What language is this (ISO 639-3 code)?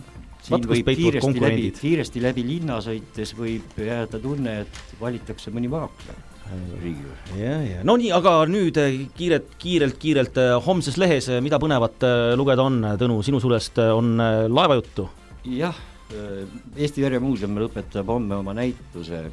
est